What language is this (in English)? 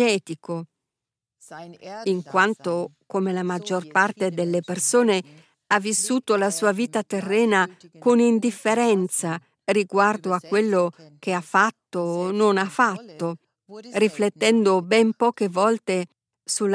Italian